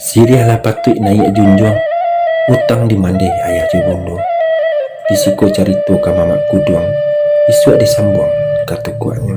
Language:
Minangkabau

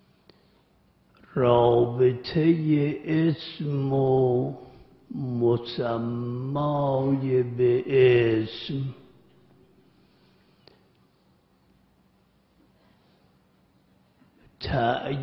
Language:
Persian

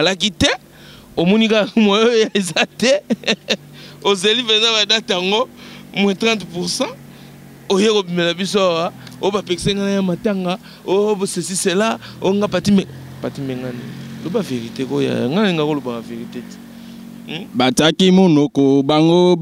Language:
Lingala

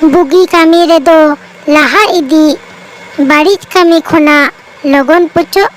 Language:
Santali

